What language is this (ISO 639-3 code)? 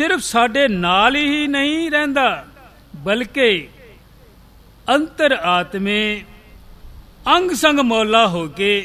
pan